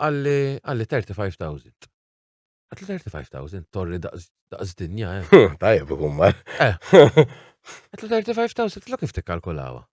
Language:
Maltese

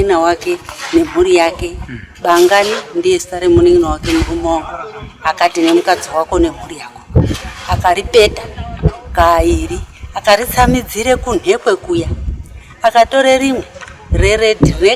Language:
Shona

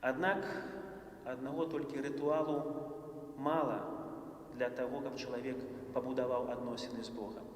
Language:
Belarusian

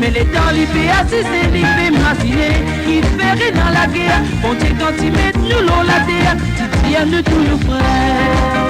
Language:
Morisyen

